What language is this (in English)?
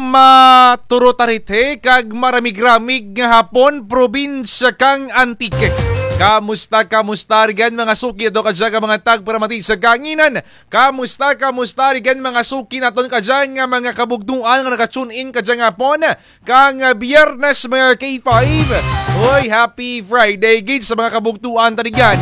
Kinaray-a